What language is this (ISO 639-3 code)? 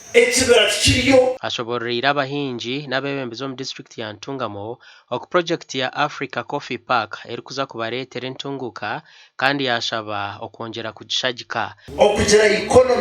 nyn